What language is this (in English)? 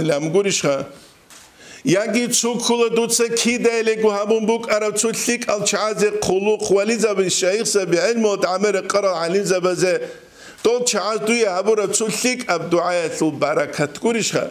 Avaric